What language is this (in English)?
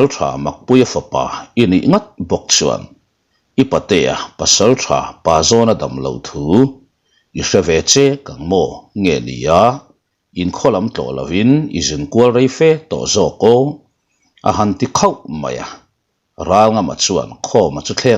Mizo